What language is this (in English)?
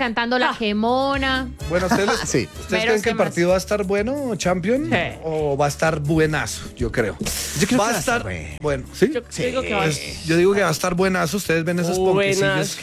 Spanish